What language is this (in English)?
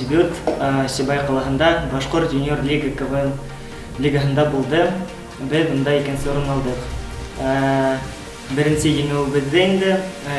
Bashkir